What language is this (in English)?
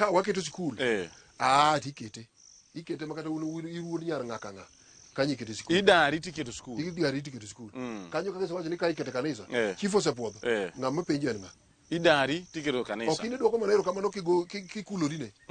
Luo (Kenya and Tanzania)